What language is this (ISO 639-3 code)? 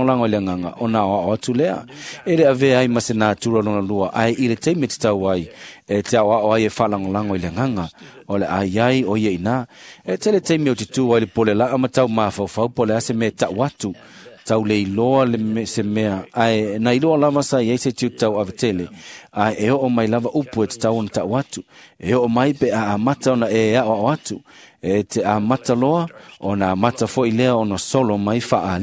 smo